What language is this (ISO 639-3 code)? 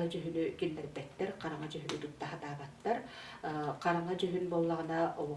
sah